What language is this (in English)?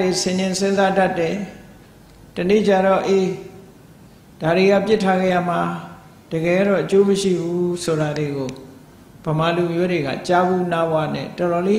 Burmese